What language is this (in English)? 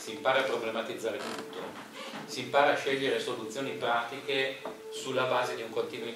Italian